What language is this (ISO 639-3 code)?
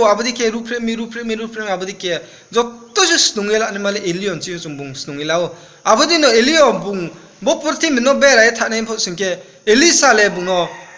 ria